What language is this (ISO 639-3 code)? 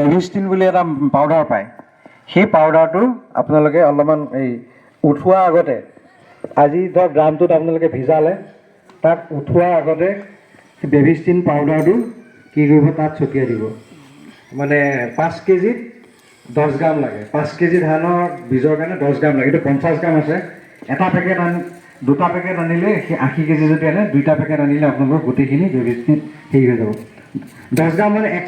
asm